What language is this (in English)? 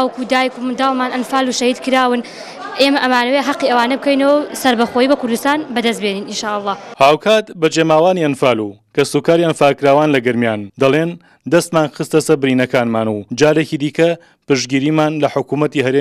Central Kurdish